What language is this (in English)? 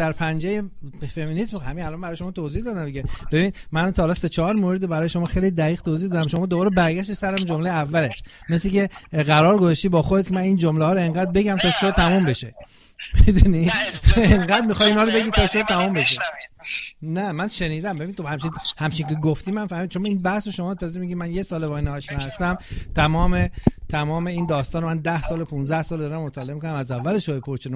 Persian